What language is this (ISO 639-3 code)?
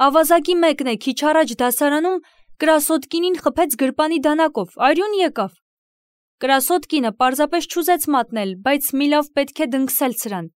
hye